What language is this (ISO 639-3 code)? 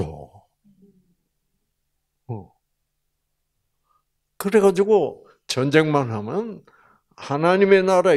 kor